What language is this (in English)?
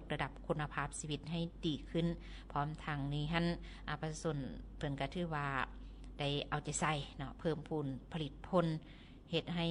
Lao